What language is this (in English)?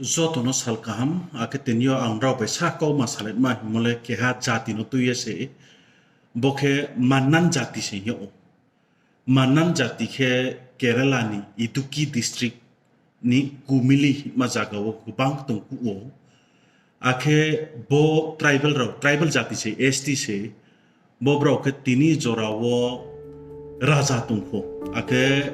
Riang (India)